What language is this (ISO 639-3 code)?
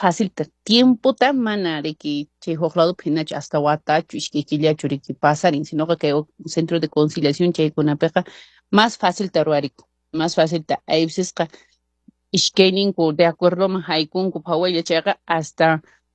que